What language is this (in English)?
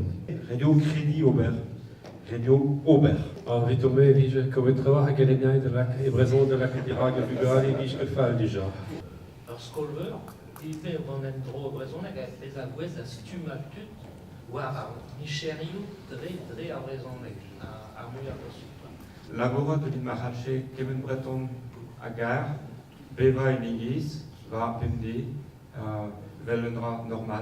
Breton